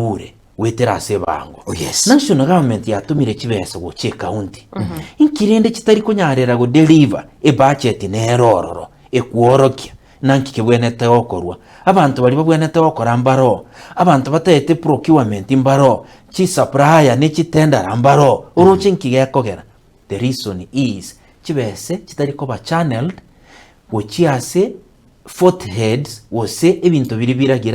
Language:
Gusii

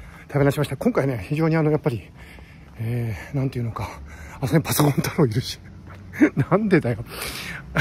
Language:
Japanese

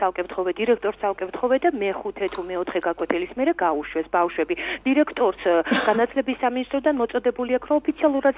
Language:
Georgian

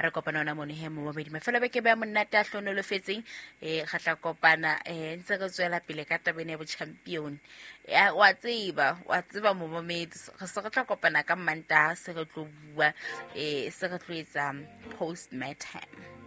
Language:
Southern Sotho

